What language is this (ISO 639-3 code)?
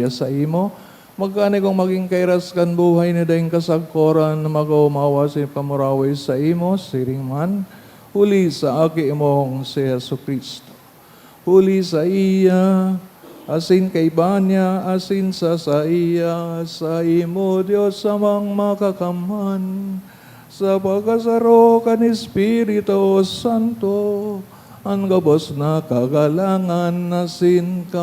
bik